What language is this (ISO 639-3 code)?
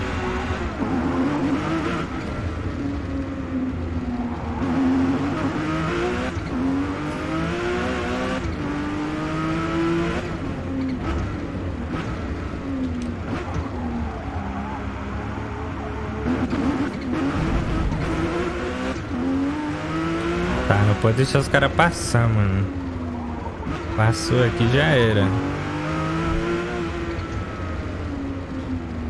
por